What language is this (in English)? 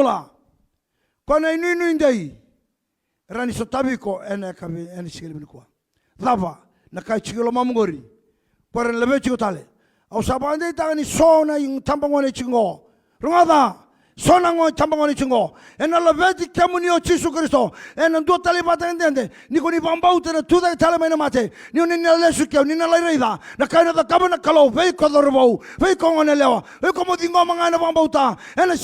Fijian